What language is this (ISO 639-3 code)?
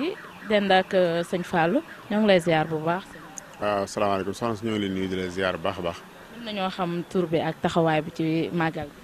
wol